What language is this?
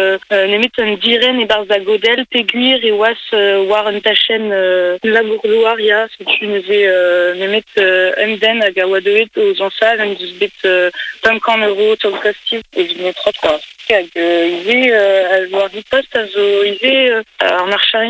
Breton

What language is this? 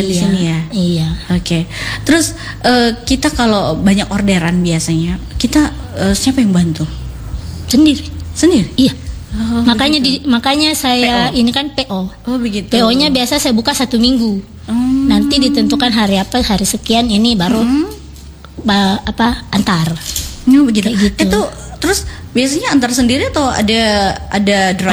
Indonesian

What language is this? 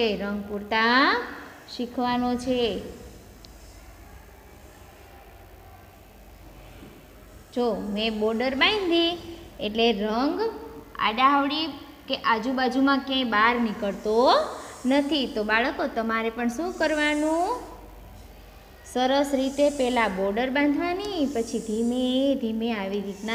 Gujarati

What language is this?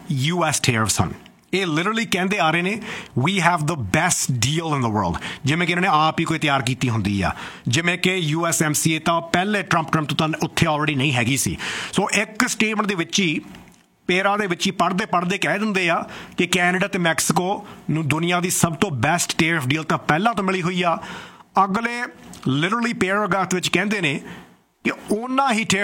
Punjabi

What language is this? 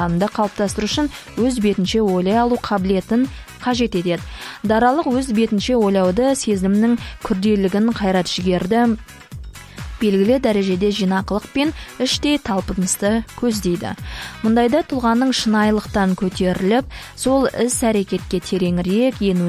Kazakh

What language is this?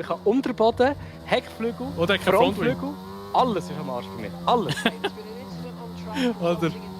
Swiss German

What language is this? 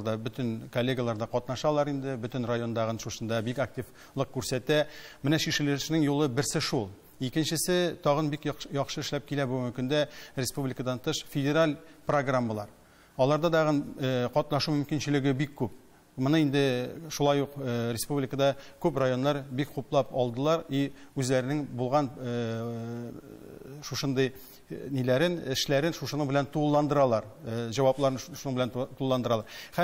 Tatar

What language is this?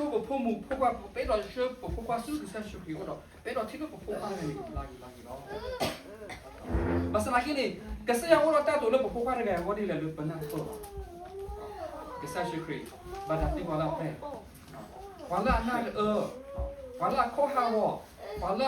S'gaw Karen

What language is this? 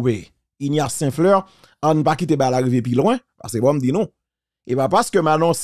Haitian Creole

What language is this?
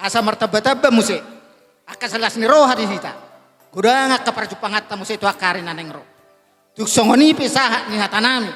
Batak Toba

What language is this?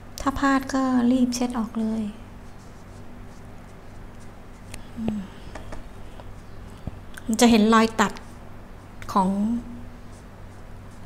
Thai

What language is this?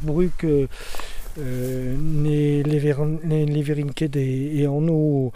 Breton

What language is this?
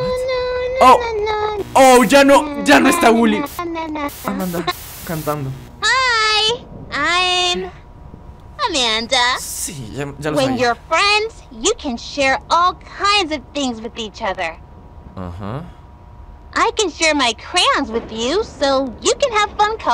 Spanish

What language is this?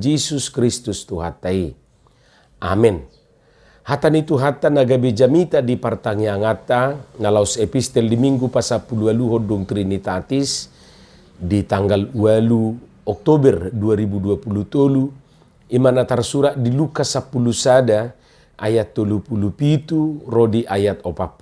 Batak Toba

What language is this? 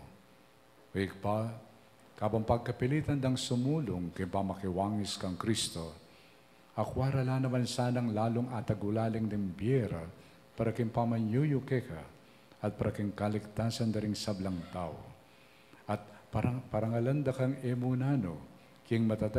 Pampanga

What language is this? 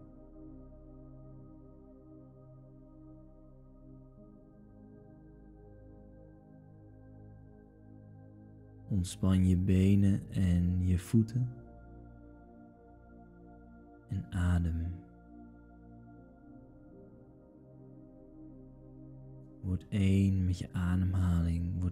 Dutch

